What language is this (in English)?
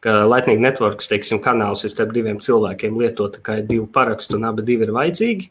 Latvian